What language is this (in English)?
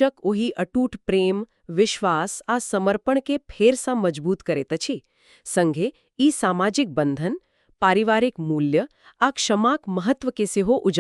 Maithili